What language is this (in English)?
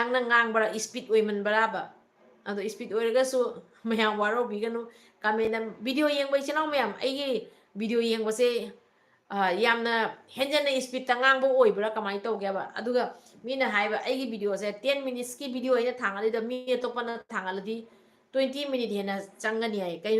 Manipuri